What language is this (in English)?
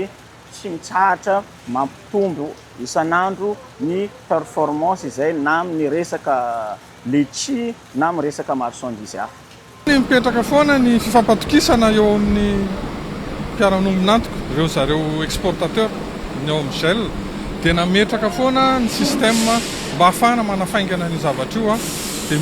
Malagasy